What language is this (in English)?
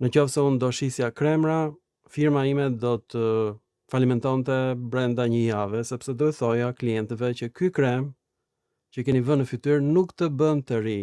Albanian